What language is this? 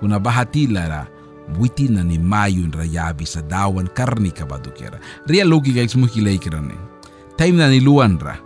Mískito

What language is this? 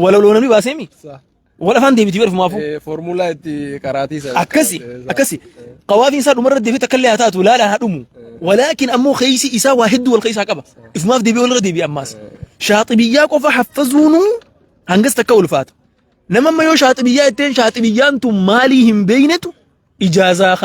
Oromo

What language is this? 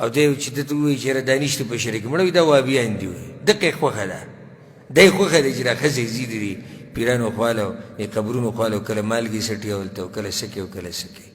Pashto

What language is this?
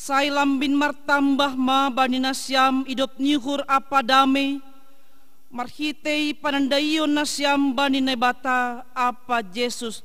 Batak Simalungun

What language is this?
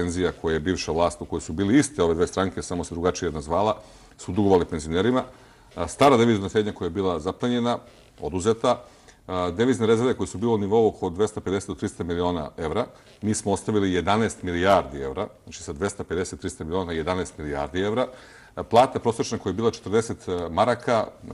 Serbian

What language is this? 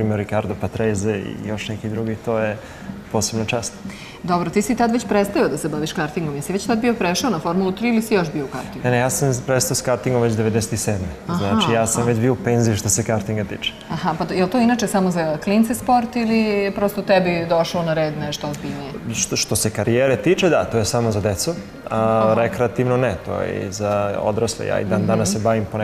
Serbian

